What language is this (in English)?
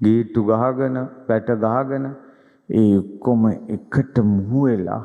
Sinhala